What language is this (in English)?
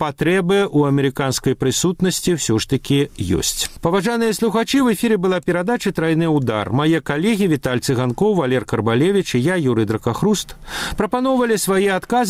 Belarusian